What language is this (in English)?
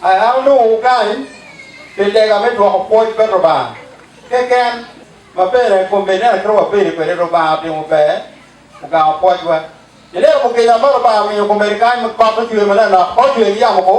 Acoli